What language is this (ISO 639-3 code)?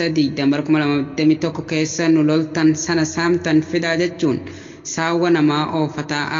orm